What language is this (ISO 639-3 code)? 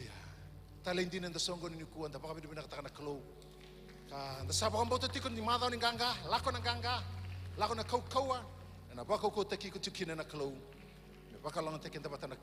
fij